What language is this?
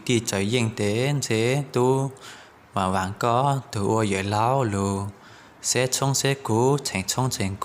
Hmong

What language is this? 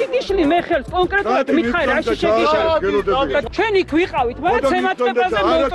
Georgian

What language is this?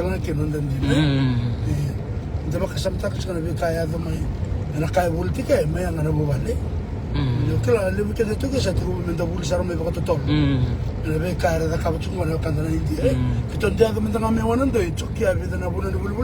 Fijian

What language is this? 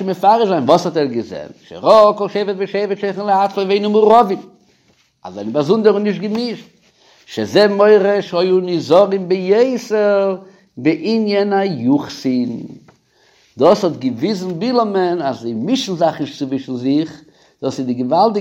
Yiddish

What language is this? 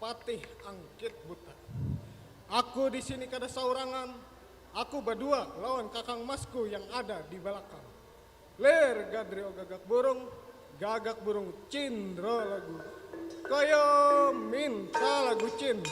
Banjar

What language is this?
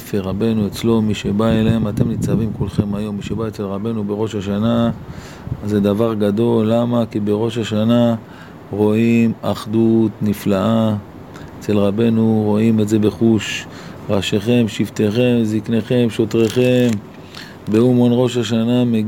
Hebrew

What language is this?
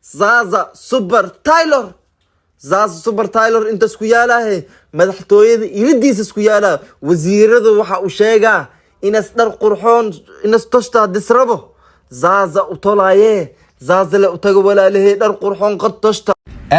Somali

